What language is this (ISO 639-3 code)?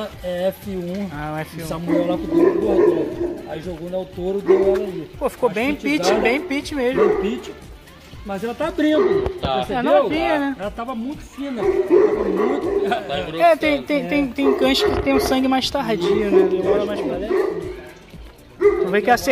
por